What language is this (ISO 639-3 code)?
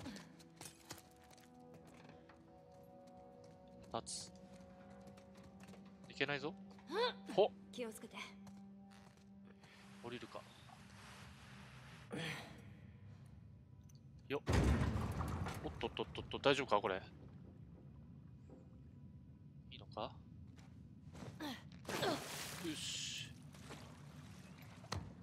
jpn